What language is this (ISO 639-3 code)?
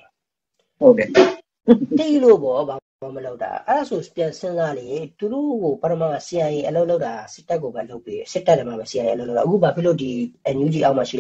mya